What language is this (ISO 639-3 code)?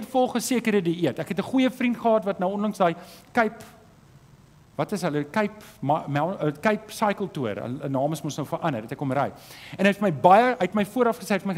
afr